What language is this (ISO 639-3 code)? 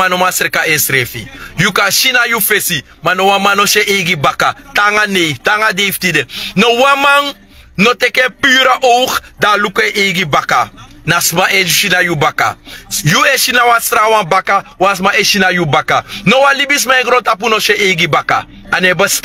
srn